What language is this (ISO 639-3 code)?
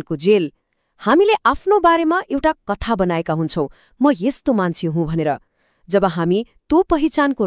nep